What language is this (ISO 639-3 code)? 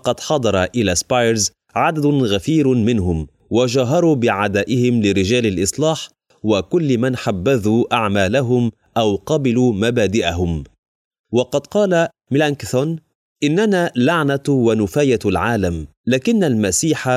ara